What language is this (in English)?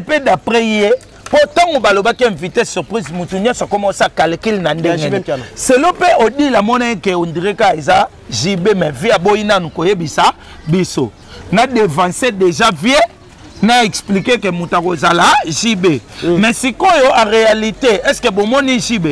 Lingala